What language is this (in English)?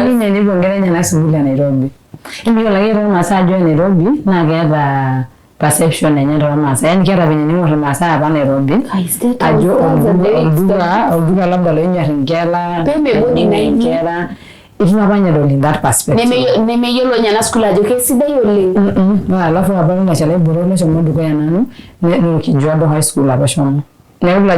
Masai